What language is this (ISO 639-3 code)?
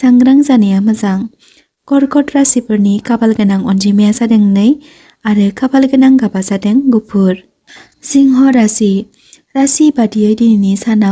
brx